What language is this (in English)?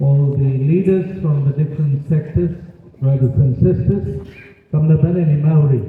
Gilbertese